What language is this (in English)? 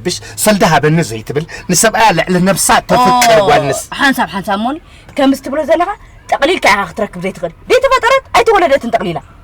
Tigrinya